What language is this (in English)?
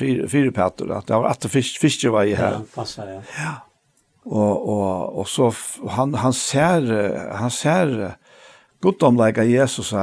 Faroese